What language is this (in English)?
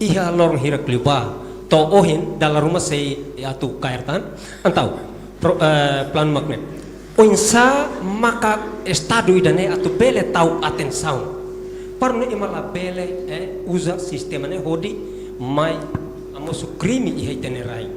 Tetum